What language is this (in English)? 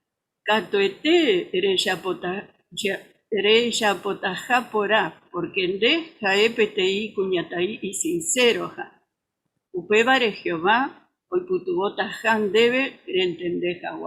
Guarani